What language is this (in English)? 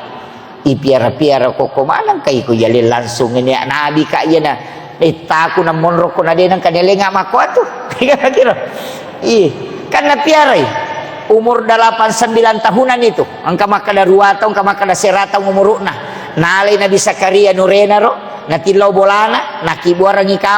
Buginese